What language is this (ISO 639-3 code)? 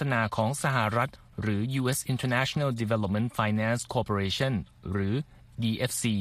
tha